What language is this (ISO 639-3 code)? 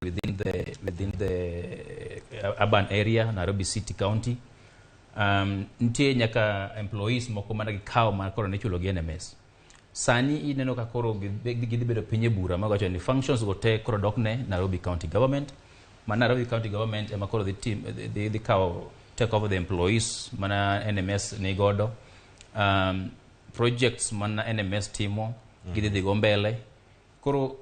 luo